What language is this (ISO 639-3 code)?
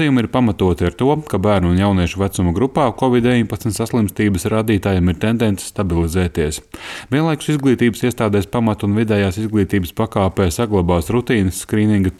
lav